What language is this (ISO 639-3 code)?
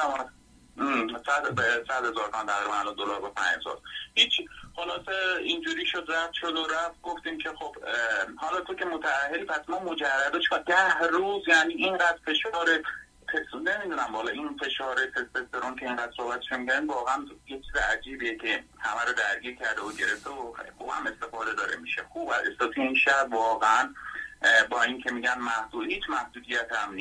fas